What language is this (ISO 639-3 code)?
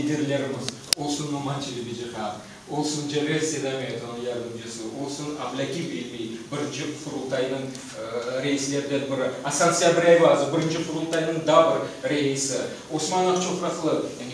crh